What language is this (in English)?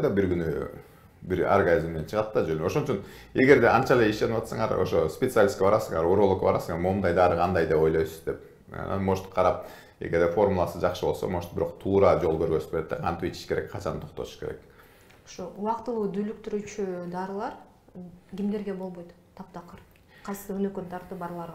Kyrgyz